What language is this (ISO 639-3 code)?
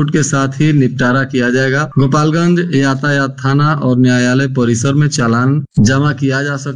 hin